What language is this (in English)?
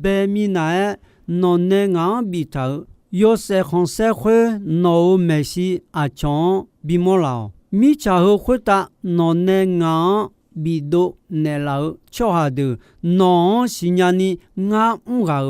Akha